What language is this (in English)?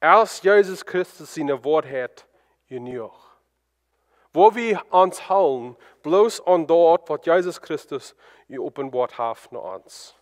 Plautdietsch